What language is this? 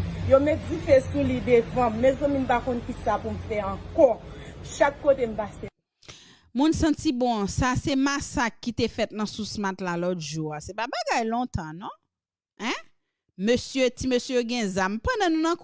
Haitian Creole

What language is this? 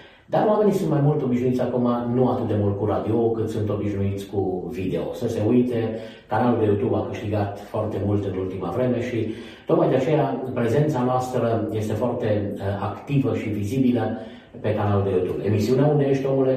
Romanian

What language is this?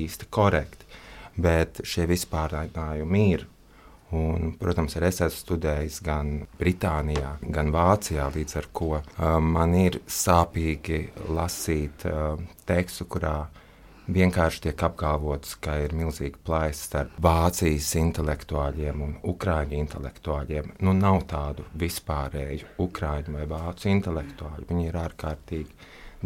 Latvian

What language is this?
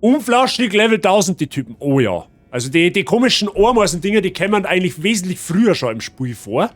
Bavarian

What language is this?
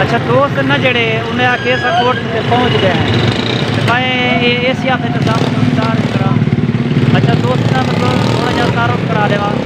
Saraiki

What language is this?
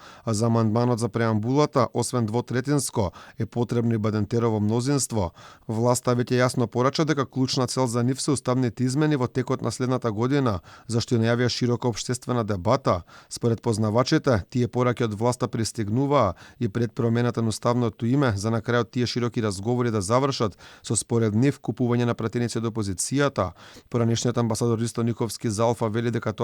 Macedonian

